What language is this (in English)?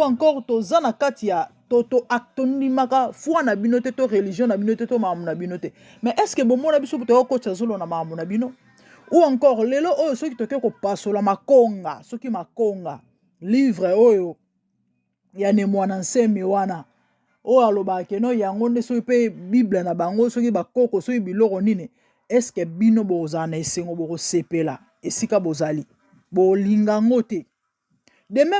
Lingala